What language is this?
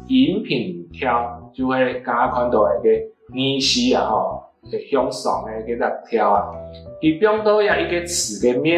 Hakka Chinese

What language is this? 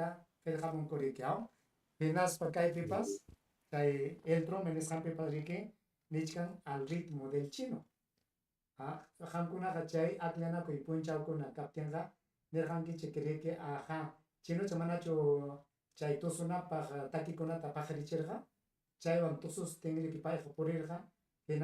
Ayacucho Quechua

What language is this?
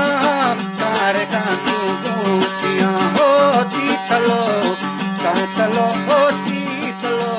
Eastern Balochi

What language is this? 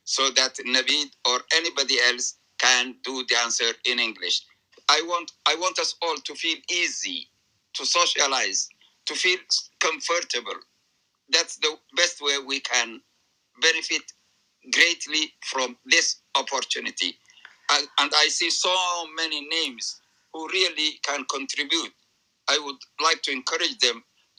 English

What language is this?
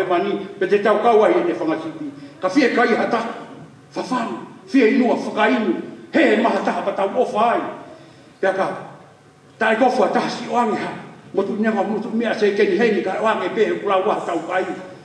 Tongan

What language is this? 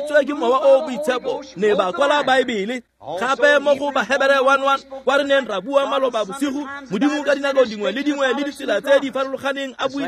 Tswana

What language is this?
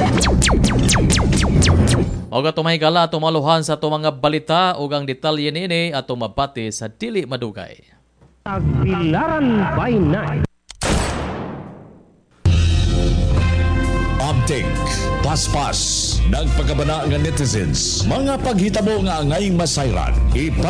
Cebuano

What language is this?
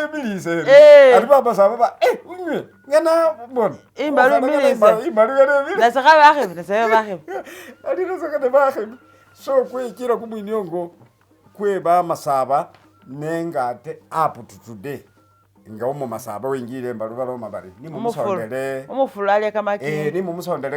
Masaaba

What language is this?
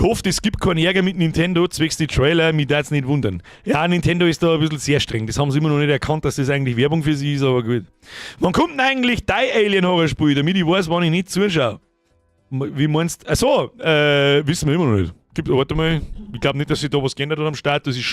Bavarian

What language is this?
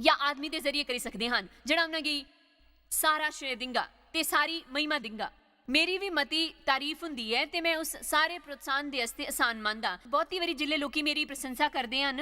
Dogri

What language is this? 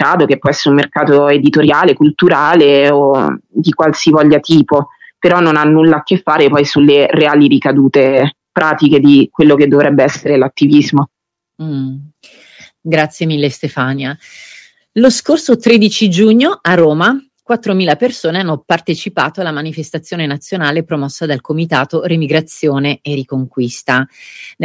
Italian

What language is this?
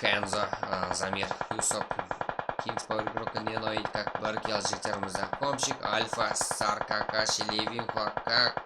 Kara-Kalpak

